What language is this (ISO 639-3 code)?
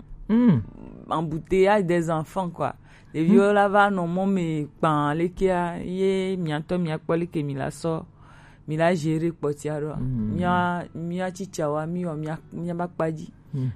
gej